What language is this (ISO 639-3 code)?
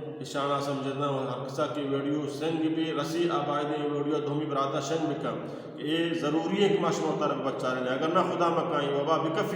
bal